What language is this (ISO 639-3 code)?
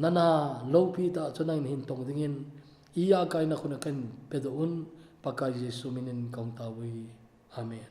tcz